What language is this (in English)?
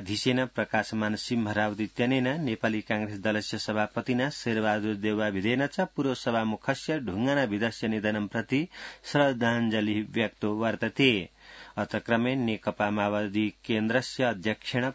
Sanskrit